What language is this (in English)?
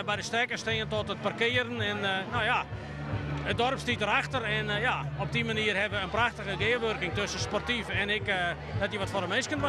Western Frisian